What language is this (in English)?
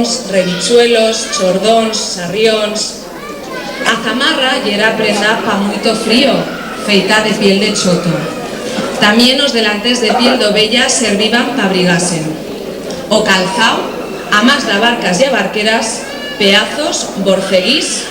Aragonese